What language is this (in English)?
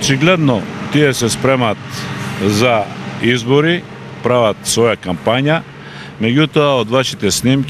Macedonian